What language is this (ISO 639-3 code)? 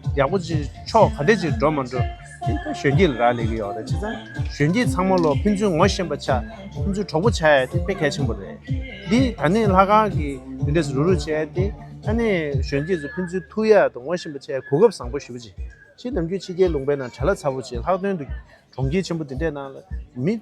bod